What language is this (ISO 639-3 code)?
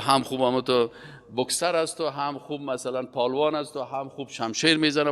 fas